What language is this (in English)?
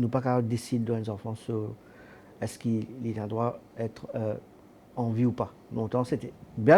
Morisyen